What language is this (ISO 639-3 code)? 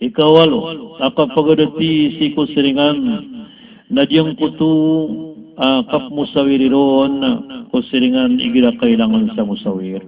mrw